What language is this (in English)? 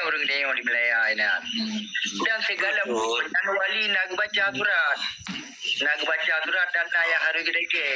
Achinese